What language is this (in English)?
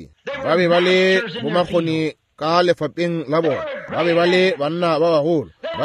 Northern Sotho